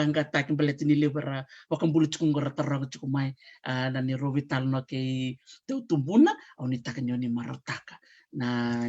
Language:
Fijian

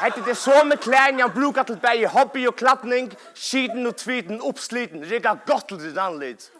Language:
Faroese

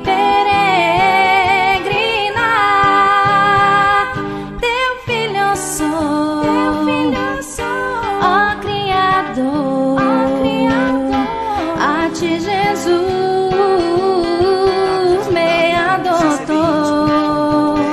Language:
Portuguese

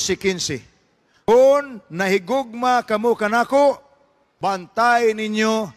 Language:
Cebuano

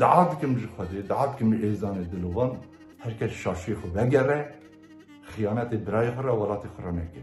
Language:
Kurdish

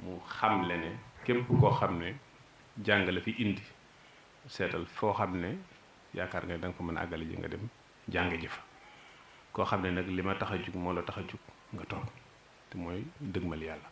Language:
Wolof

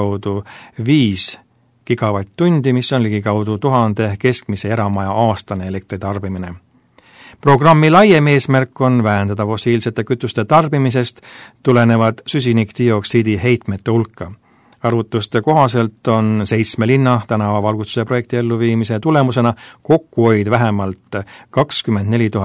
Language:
Estonian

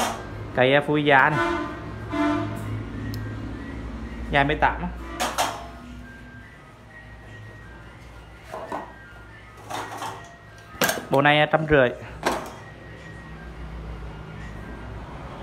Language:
Vietnamese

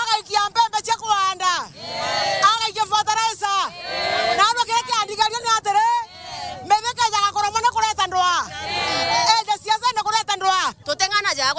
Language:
Meru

